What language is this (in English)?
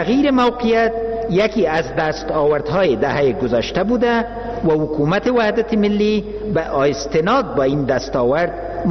Persian